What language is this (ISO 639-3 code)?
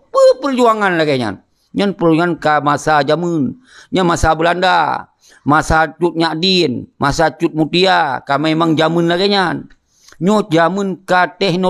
ace